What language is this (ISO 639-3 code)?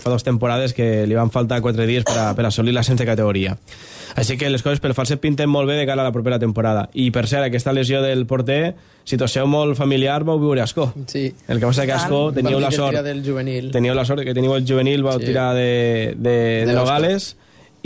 cat